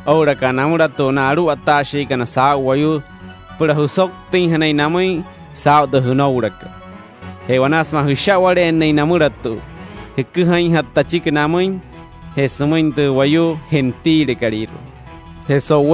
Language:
Wayuu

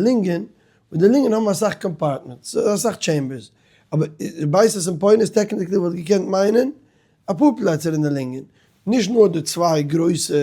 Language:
Yiddish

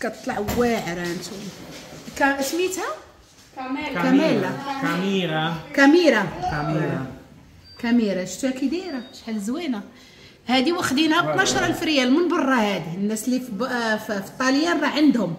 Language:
Moroccan Arabic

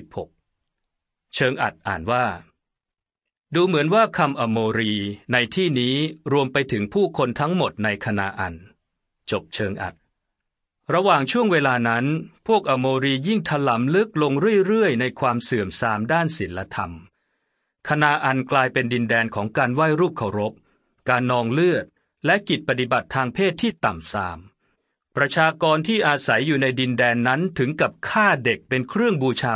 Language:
Thai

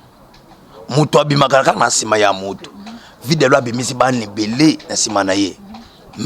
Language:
Lingala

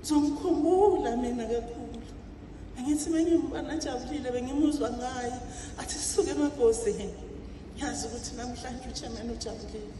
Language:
Zulu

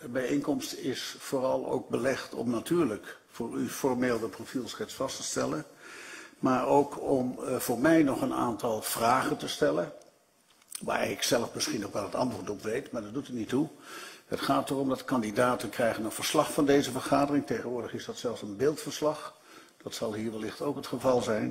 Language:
Dutch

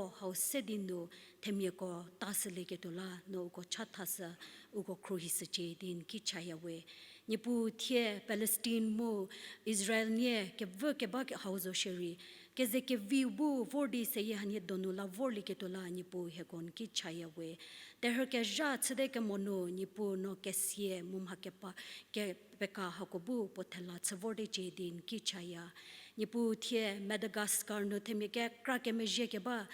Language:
Angami Naga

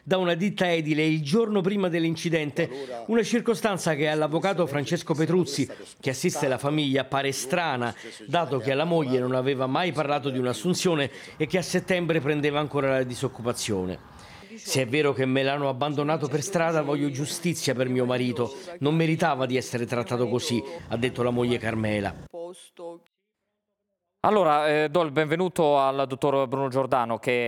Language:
Italian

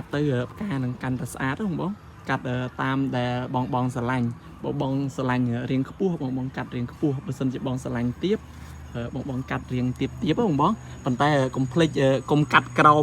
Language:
Khmer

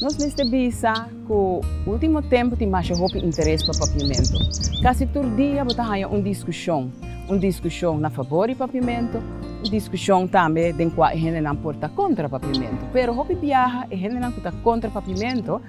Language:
Papiamento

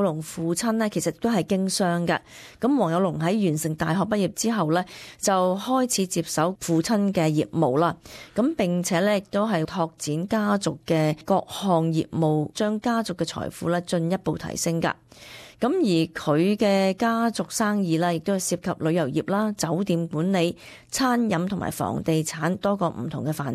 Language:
Cantonese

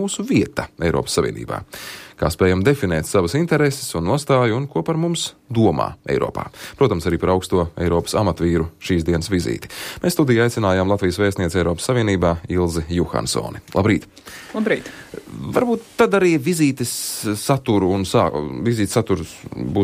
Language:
Latvian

